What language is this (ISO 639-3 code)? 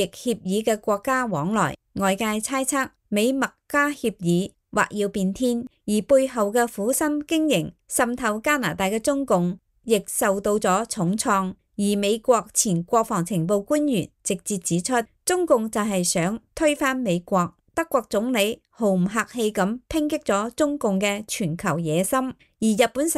yue